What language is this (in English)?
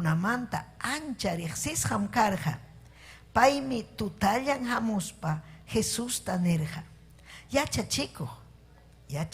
Ayacucho Quechua